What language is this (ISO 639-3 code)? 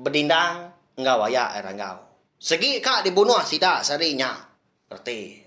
iba